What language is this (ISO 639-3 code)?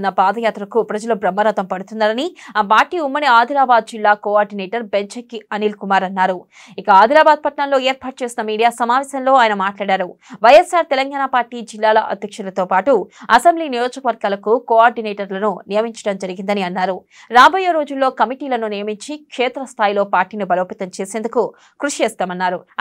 tel